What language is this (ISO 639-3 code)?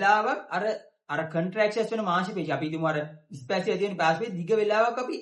sin